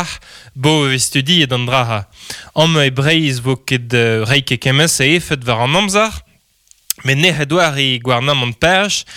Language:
Breton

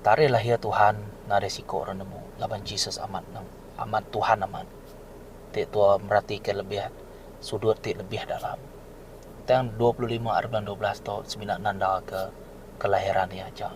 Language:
Iban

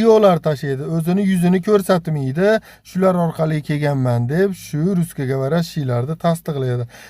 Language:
Uzbek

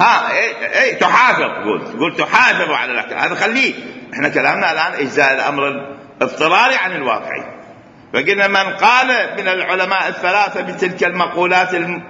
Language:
Mesopotamian Arabic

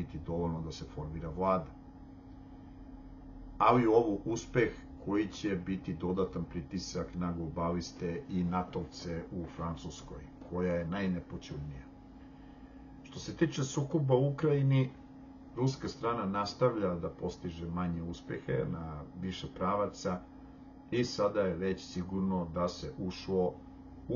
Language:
Serbian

